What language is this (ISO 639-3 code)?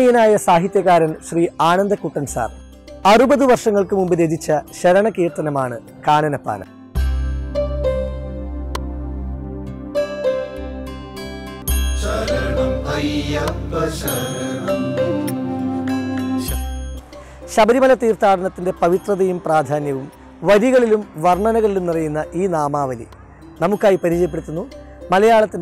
mal